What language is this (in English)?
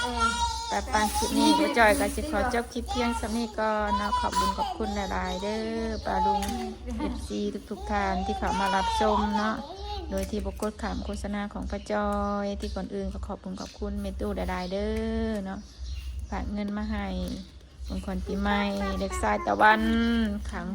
Northeastern Thai